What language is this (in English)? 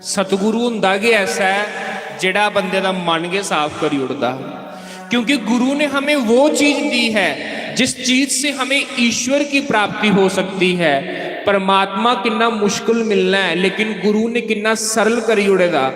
Dogri